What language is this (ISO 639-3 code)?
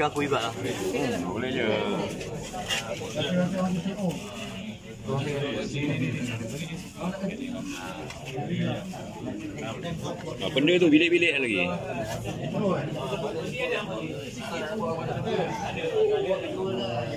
msa